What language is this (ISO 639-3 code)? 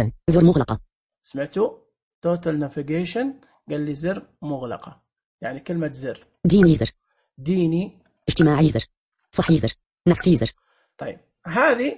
ars